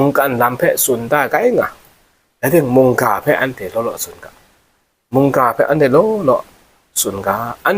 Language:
Kachin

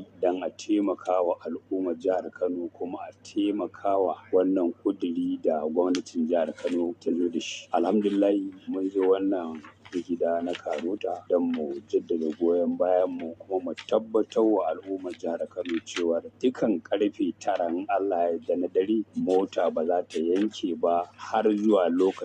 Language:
Hausa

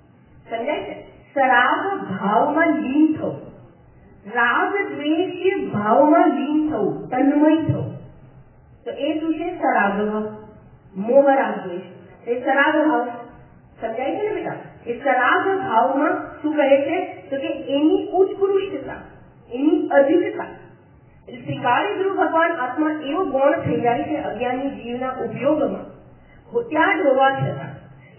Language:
Gujarati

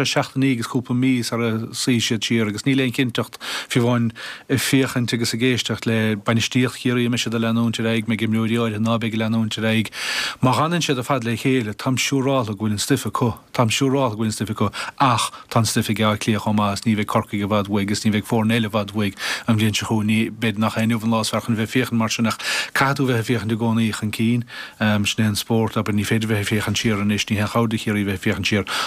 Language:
Irish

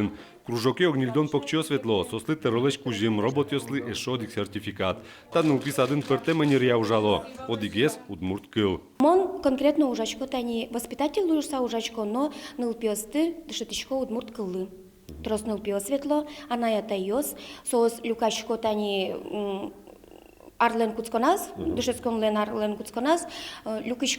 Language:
Udmurt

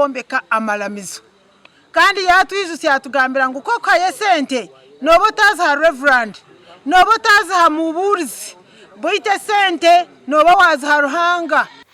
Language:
Nyankole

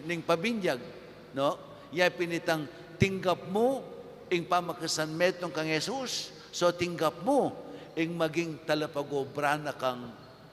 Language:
Pampanga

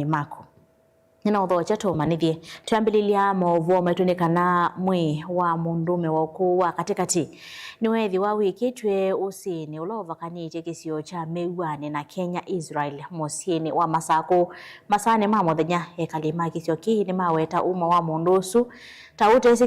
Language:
Kamba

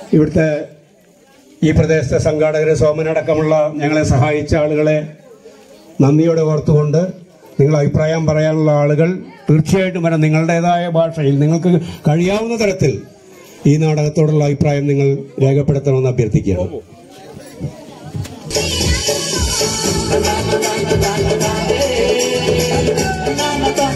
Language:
Malayalam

